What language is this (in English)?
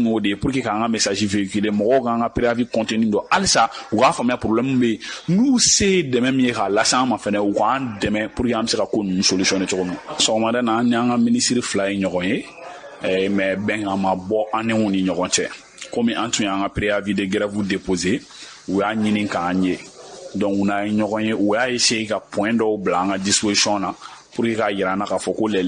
Bambara